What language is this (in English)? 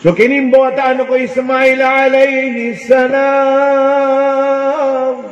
Maranao